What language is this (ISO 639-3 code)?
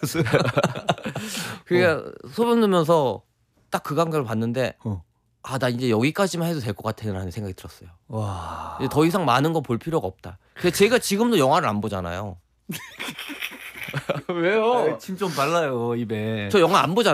kor